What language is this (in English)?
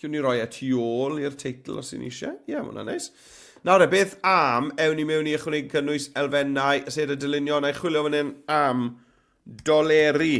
Welsh